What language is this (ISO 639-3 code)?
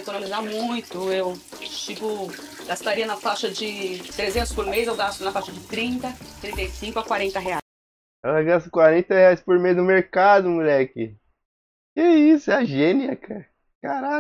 por